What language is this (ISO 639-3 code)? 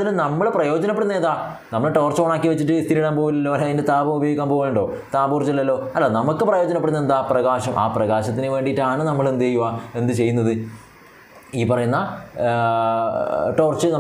mal